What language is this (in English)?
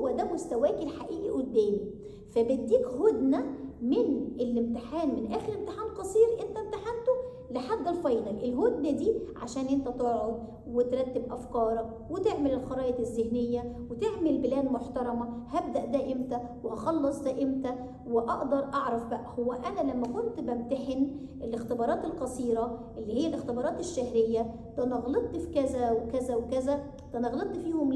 Egyptian Arabic